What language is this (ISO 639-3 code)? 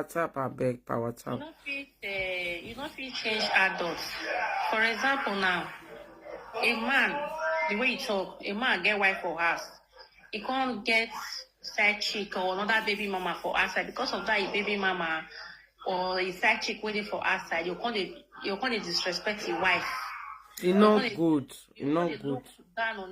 pcm